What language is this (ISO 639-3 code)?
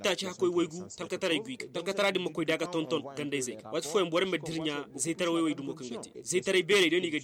ses